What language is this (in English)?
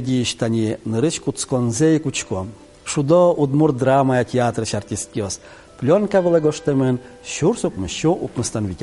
Udmurt